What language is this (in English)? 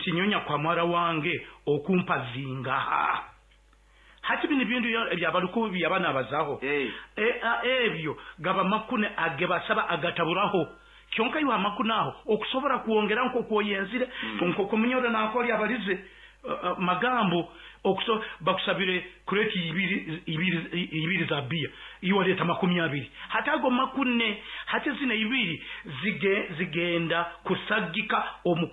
Nyoro